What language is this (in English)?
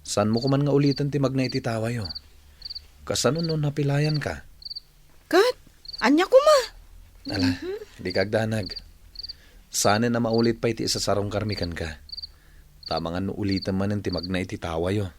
Iloko